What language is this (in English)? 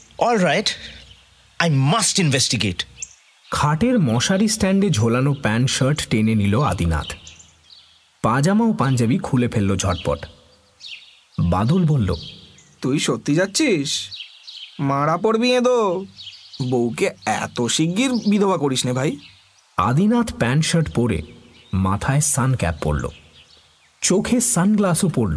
Bangla